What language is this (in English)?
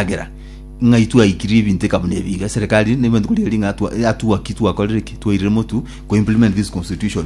Gusii